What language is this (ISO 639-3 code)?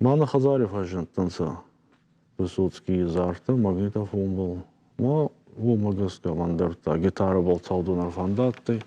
oss